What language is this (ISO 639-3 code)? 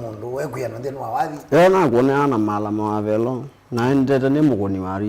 kam